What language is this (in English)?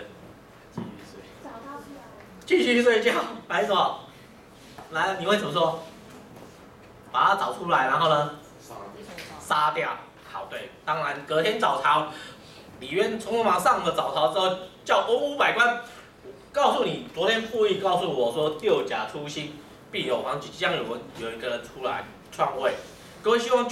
Chinese